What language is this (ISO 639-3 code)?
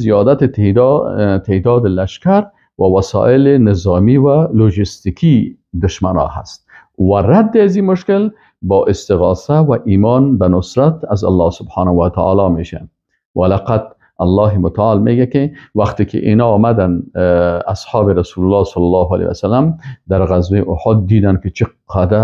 fas